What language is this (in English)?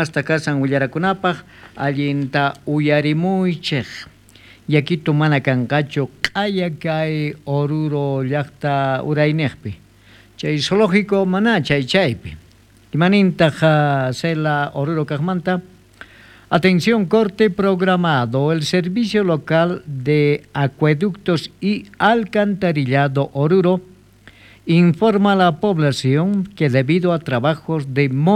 South Bolivian Quechua